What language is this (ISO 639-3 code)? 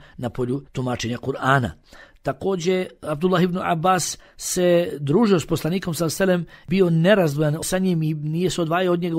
bos